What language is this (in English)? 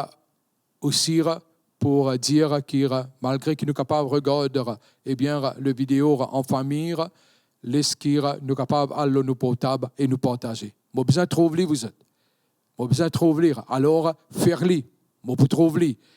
Morisyen